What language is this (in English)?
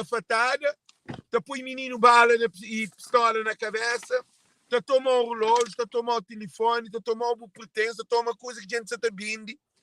Kabuverdianu